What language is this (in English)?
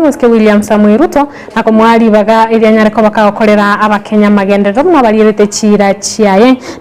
Gusii